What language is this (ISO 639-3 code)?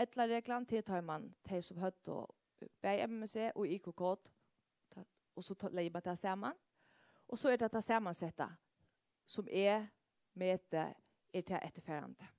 fao